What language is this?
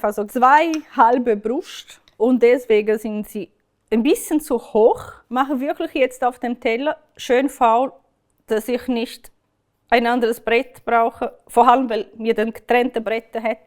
Swiss German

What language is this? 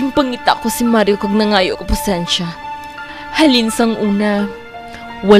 Hiligaynon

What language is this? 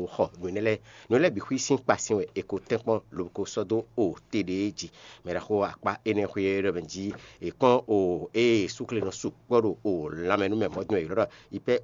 Fon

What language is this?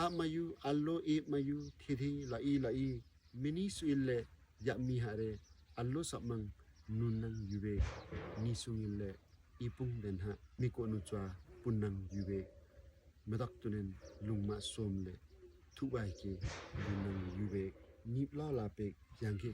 Limbu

